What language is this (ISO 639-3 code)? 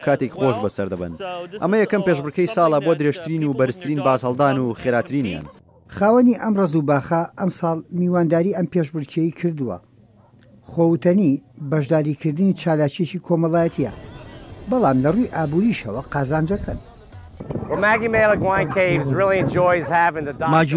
ckb